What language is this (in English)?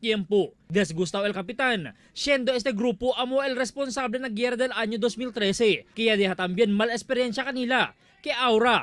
Chavacano